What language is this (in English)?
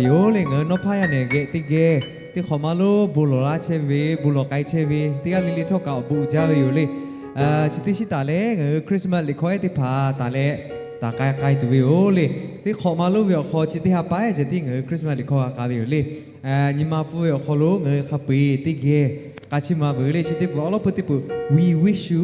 Lahu